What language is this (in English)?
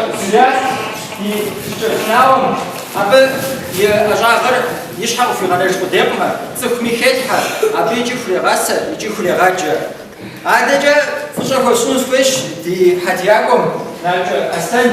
Kabardian